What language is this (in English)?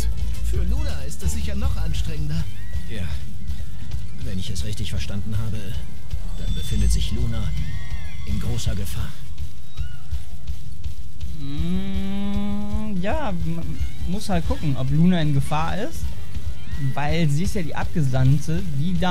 German